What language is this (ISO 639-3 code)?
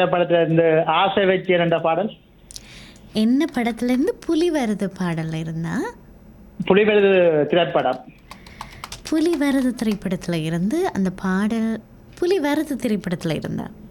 tam